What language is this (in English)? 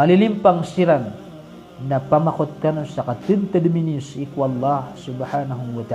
Maranao